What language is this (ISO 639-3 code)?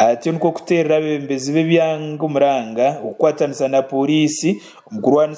nyn